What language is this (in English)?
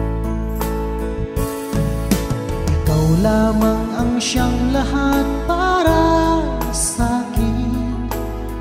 Filipino